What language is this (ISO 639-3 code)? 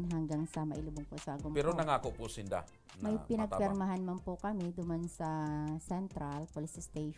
bik